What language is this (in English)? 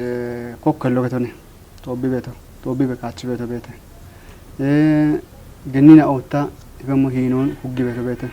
Kafa